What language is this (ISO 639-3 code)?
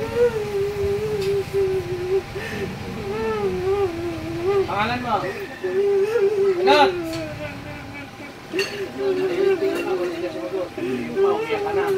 fil